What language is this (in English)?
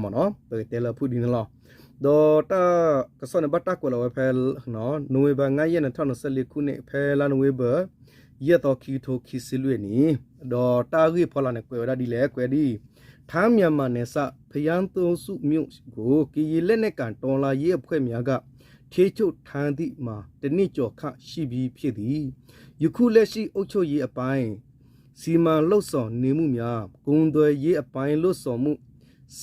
S'gaw Karen